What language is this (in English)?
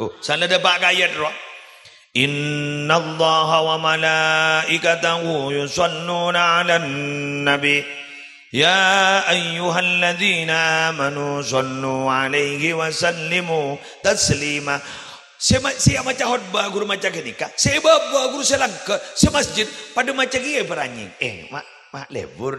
Madurese